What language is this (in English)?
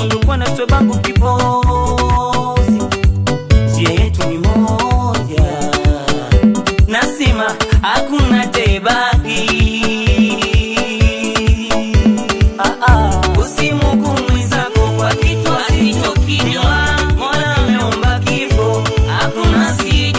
Swahili